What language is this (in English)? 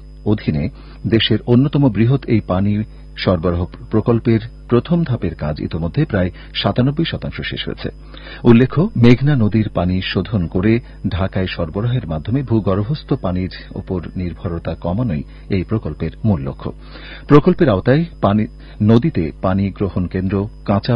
Bangla